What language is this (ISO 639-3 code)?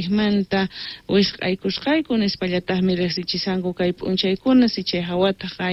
que